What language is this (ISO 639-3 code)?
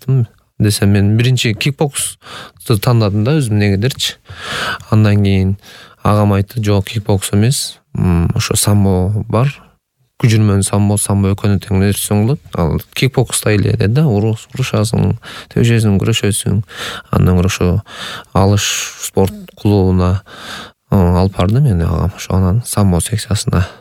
kir